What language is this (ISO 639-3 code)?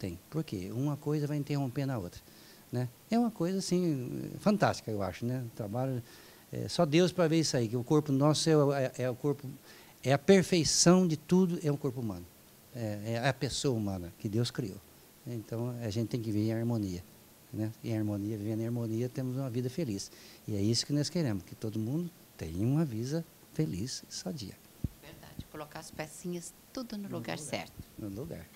por